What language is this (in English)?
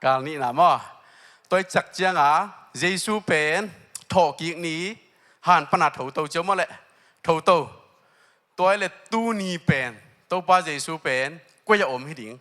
Tedim Chin